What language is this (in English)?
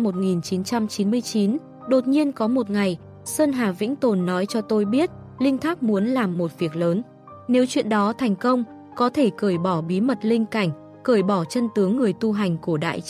Vietnamese